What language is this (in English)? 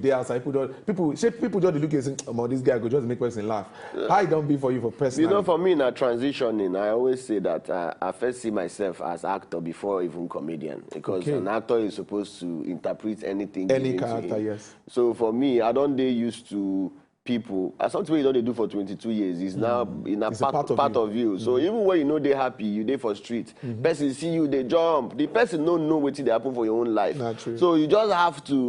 Nigerian Pidgin